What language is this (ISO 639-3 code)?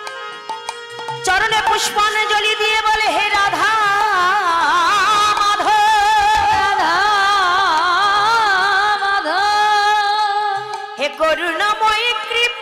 ben